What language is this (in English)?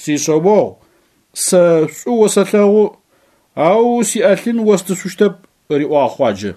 Adyghe